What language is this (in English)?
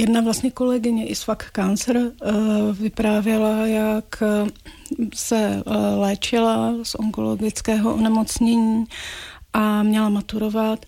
Czech